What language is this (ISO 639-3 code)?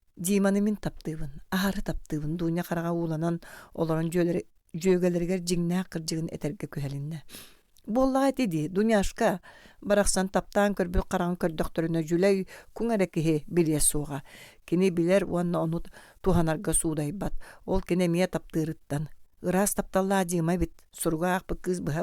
sah